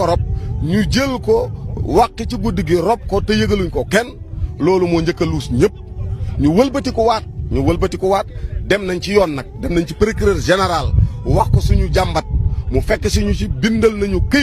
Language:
Wolof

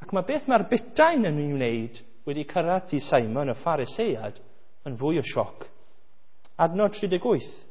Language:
Welsh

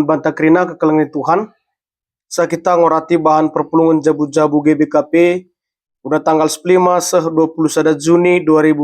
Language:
Batak Karo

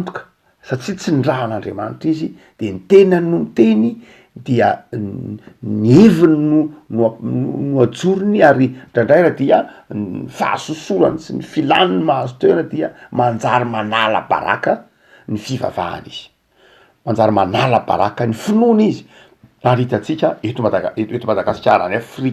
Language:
Malagasy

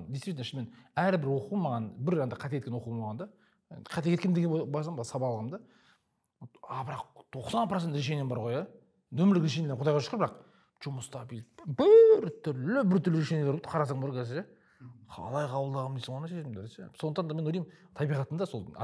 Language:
Kazakh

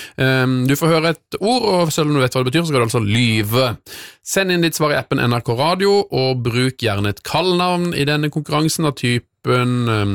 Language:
Norwegian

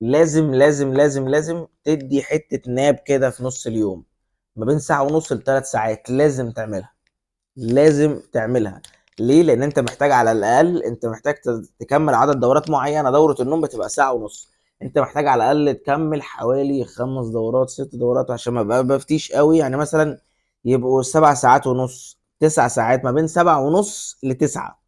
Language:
Egyptian Arabic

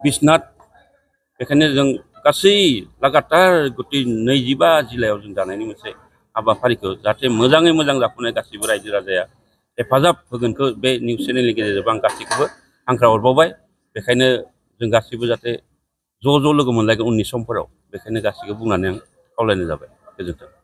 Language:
Bodo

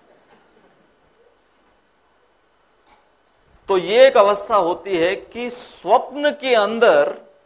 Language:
Hindi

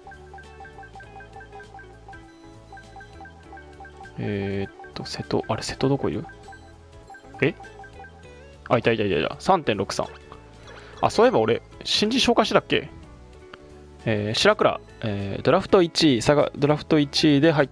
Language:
Japanese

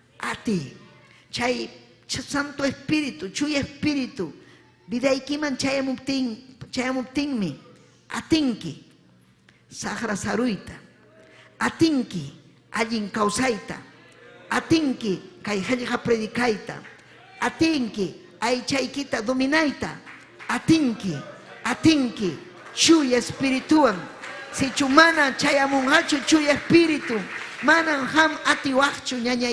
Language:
Ayacucho Quechua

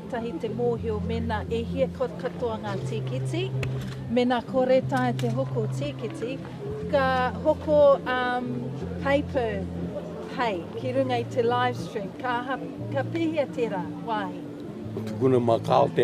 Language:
Māori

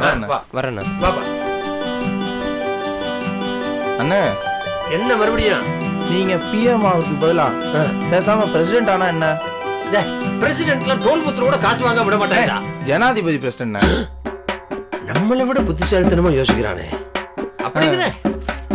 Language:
Tamil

